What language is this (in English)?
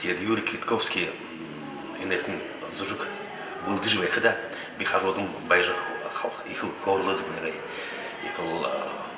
Buriat